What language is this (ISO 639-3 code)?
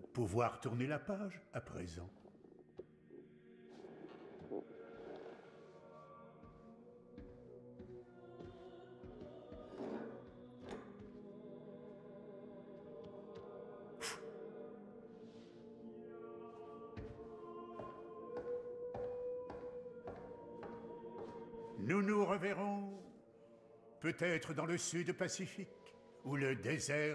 fra